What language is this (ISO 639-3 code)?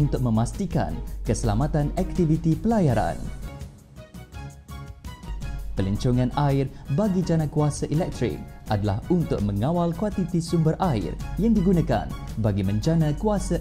msa